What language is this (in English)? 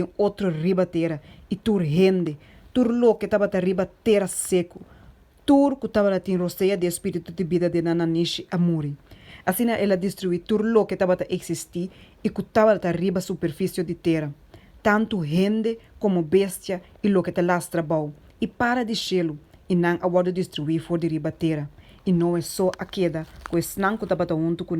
Papiamento